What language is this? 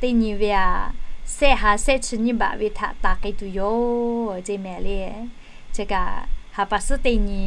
Lahu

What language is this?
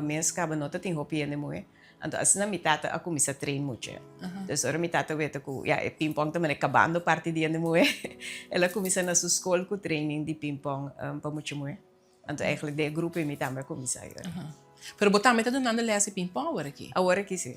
Papiamento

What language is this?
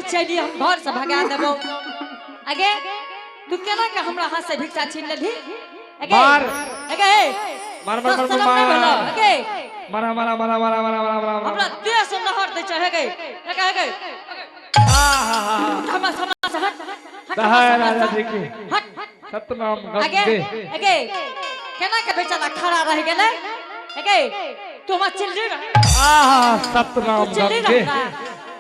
Angika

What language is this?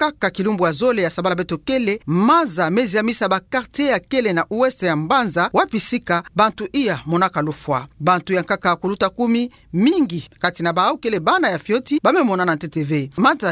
Kituba (Democratic Republic of Congo)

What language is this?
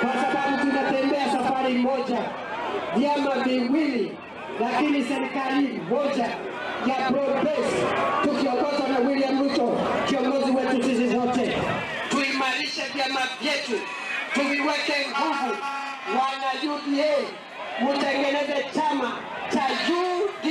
Luo (Kenya and Tanzania)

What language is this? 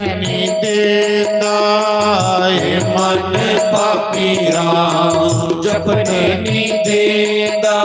Dogri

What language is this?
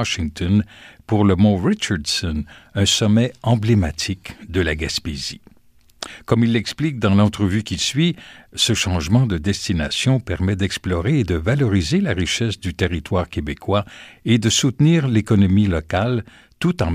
French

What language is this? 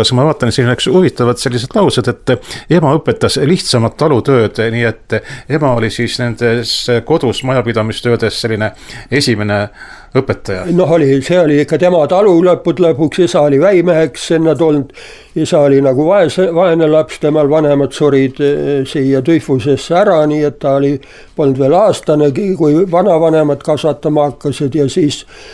Estonian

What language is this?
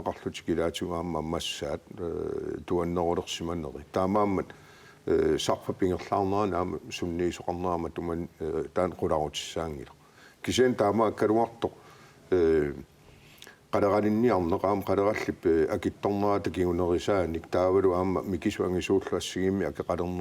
Kalaallisut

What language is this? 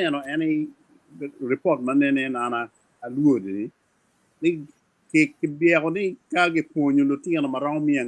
Acoli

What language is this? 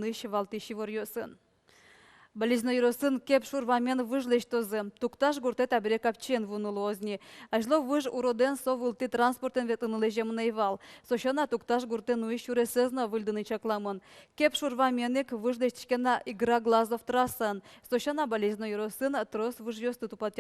Udmurt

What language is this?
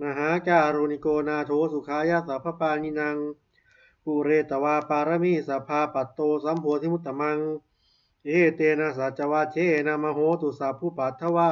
Pali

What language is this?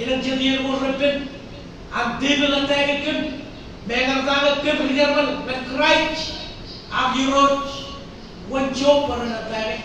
Marshallese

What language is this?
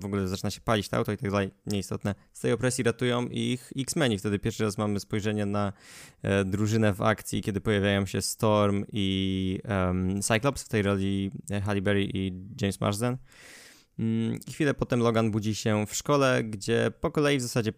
Polish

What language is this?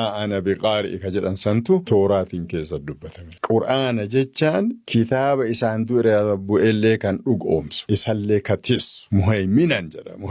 Oromo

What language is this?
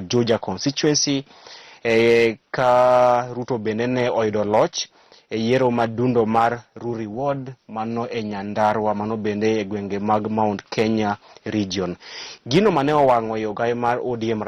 Luo (Kenya and Tanzania)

